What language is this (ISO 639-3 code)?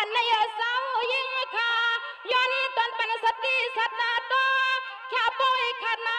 shn